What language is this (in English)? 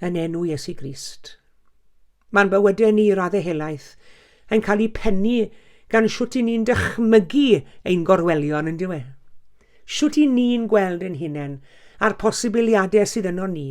Welsh